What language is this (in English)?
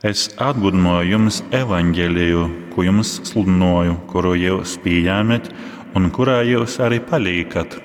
Latgalian